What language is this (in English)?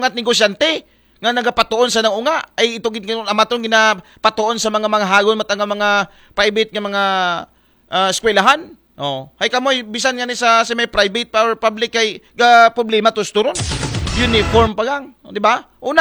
Aklanon